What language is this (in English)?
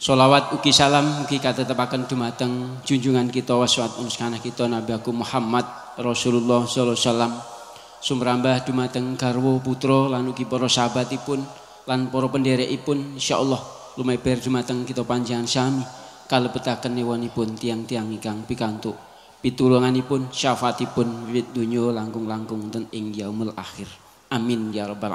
Javanese